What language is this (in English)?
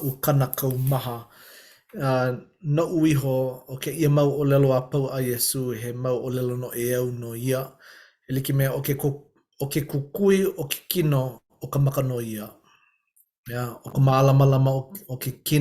Hawaiian